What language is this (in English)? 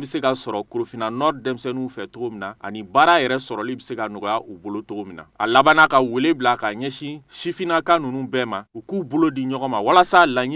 Bambara